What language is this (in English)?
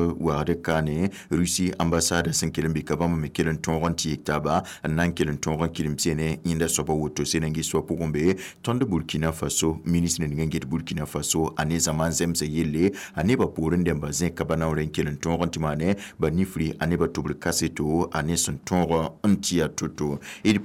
Mossi